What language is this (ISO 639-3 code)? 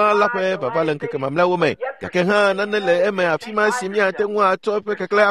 ewe